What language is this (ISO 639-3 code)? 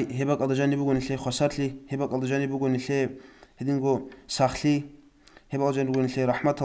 ava